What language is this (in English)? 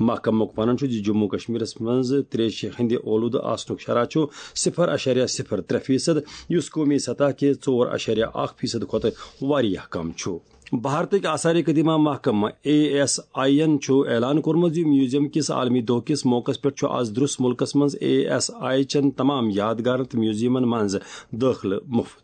Kashmiri